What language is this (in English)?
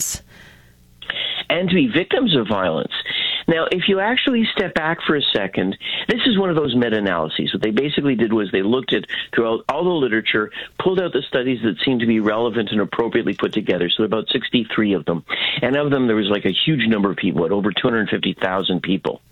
English